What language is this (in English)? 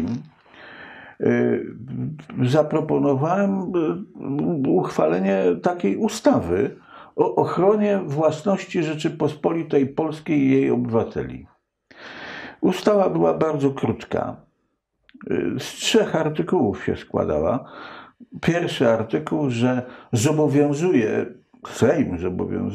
Polish